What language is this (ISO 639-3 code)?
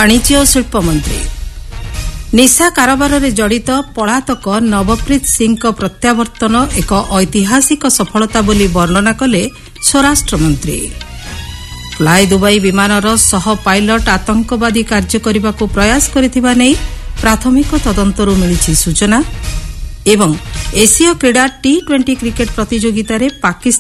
ori